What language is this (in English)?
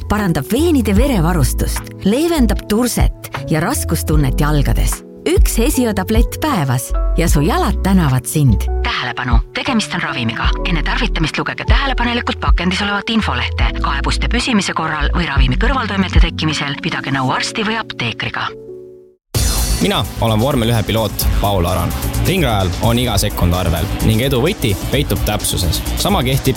Estonian